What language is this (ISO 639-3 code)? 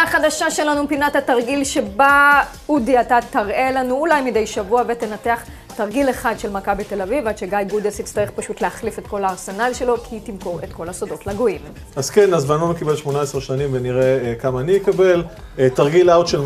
heb